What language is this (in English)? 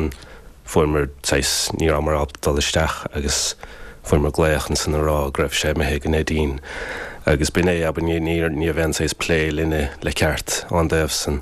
Irish